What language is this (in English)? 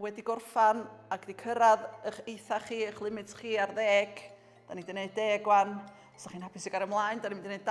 Welsh